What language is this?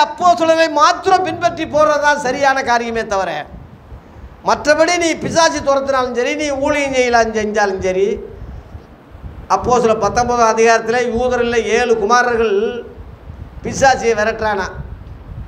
Tamil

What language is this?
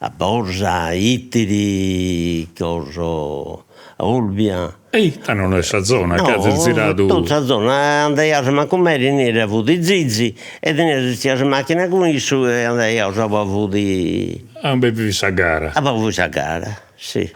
Sardinian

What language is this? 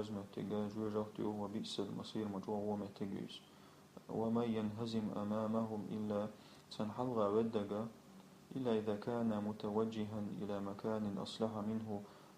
Chechen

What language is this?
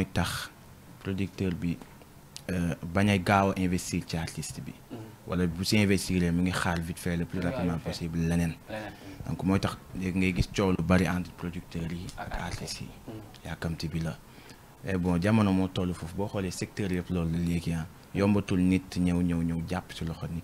Wolof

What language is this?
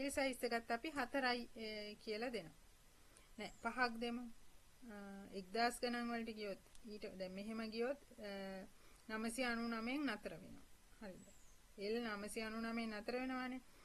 Sinhala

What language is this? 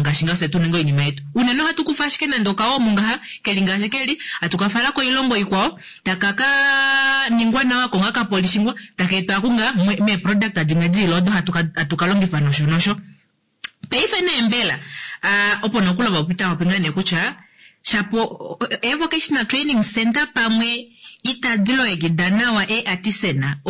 Kuanyama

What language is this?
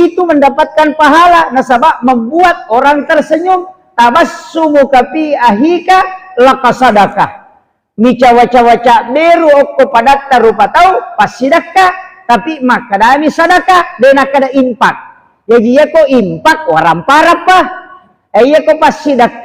Buginese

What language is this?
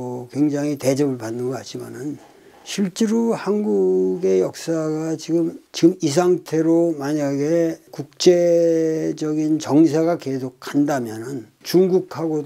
Korean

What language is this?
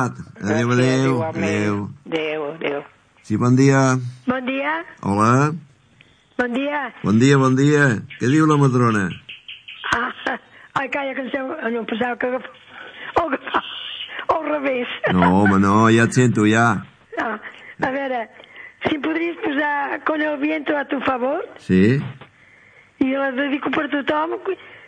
Catalan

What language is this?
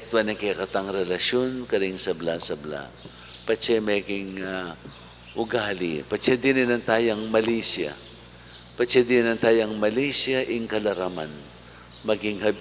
Pampanga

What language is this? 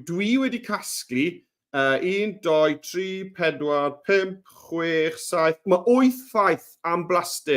Welsh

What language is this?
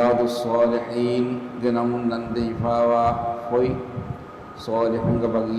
Divehi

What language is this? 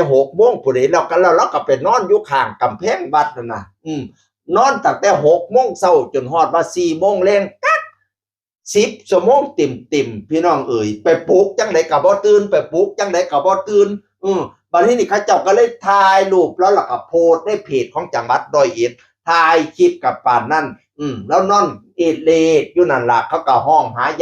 Northeastern Thai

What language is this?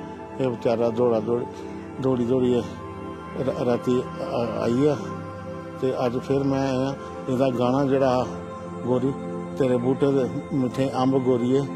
Dogri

